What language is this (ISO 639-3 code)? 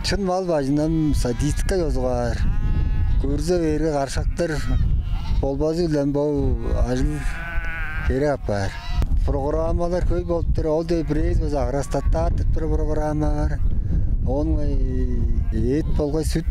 tyv